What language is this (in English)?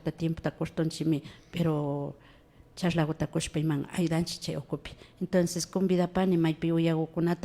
Imbabura Highland Quichua